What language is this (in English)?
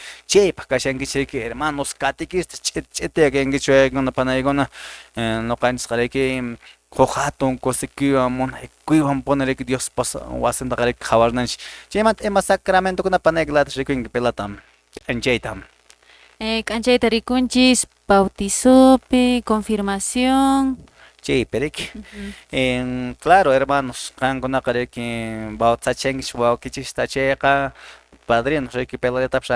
Quechua